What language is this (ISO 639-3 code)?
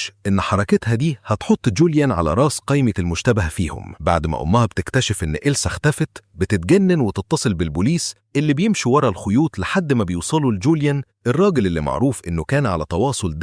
arz